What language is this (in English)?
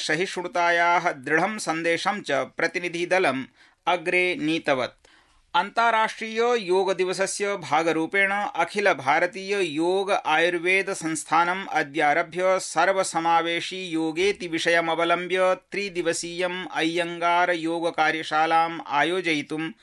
Sanskrit